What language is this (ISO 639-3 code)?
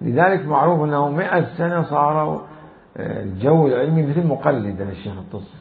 acm